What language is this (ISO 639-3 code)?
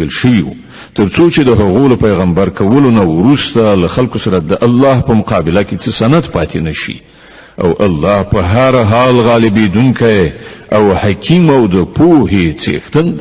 pus